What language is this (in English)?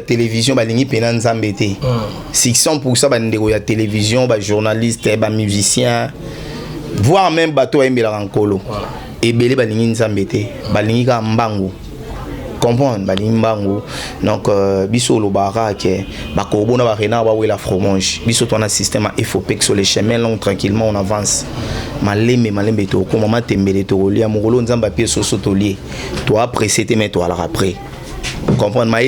Lingala